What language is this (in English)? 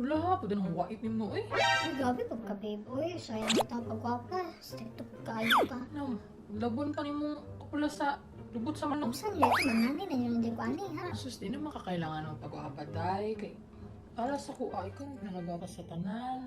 Cebuano